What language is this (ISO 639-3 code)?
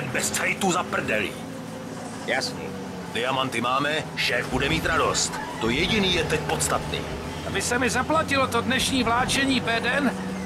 ces